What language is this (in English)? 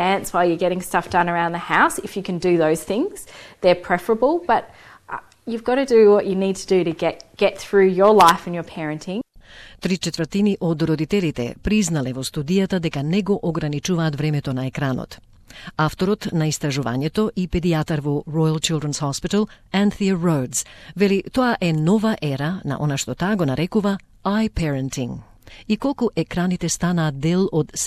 Macedonian